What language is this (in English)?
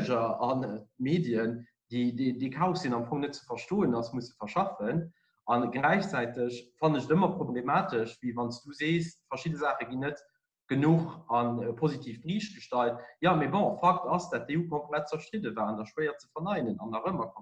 Luxembourgish